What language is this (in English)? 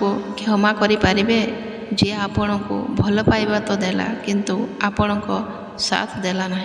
Odia